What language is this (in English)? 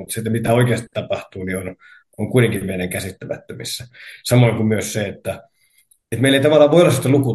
Finnish